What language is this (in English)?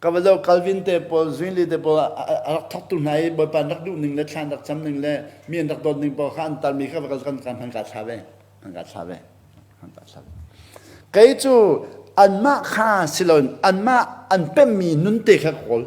Hakha Chin